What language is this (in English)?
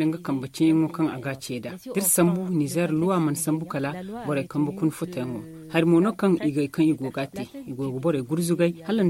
Zarma